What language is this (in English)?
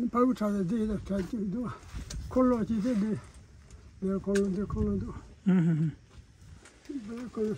Tibetan